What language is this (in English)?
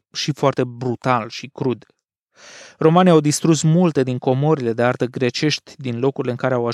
Romanian